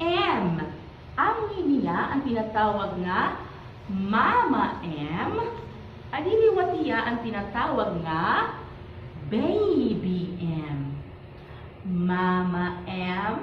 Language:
Waray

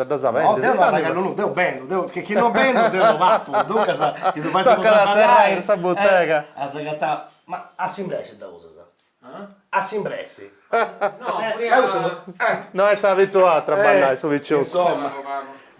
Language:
Sardinian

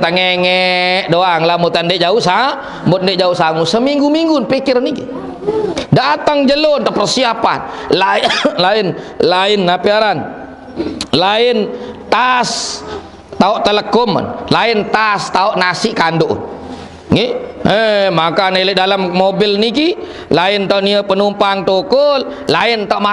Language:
Sasak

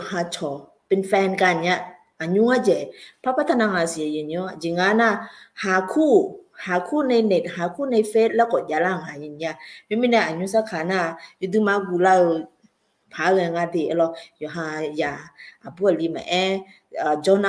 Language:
Akha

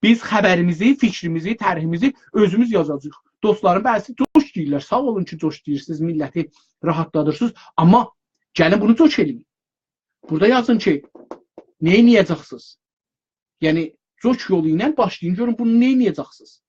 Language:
South Azerbaijani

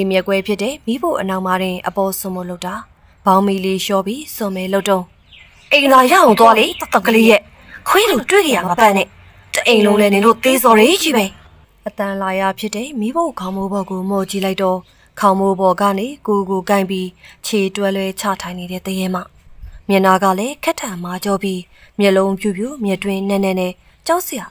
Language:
Burmese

